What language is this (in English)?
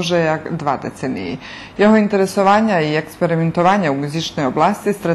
Rusyn